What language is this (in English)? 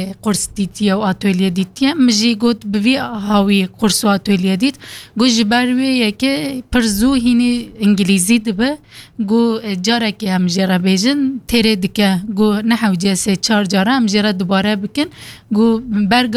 Kurdish